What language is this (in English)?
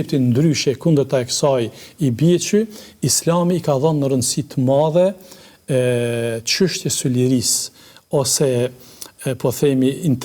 Albanian